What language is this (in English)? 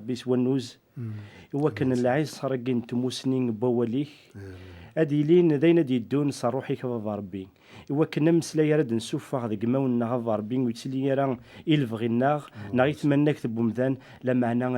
Kabyle